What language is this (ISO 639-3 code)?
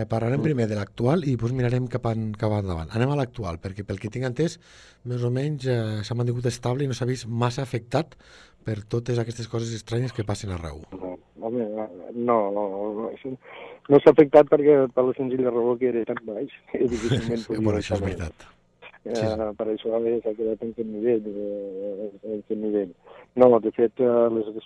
cat